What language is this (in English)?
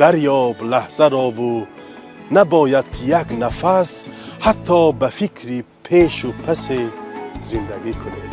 Tajik